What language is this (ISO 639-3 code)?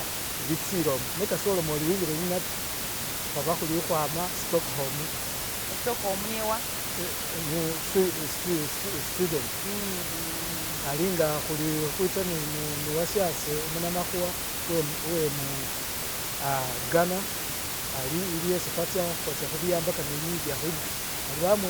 myx